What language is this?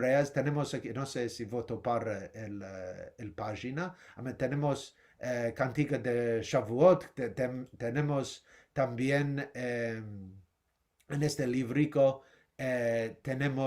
Ladino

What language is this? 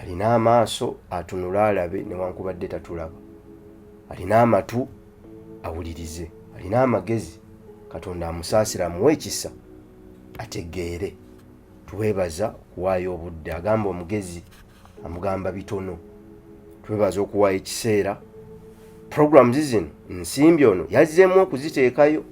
Ganda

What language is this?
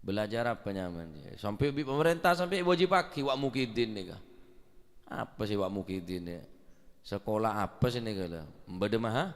Madurese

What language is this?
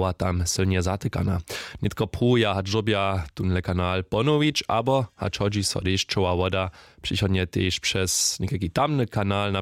Upper Sorbian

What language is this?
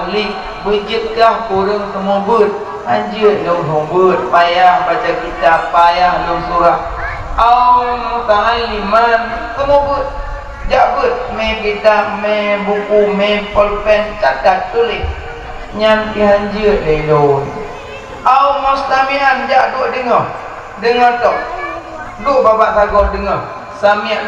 Achinese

